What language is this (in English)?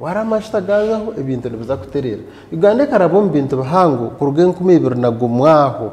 Nyankole